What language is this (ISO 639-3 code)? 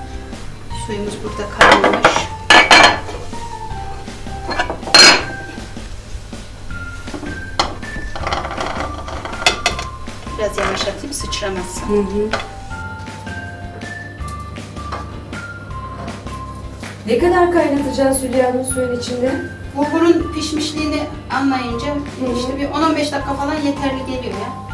tur